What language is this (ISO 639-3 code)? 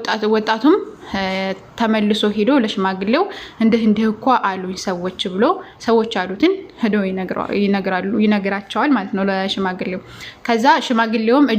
amh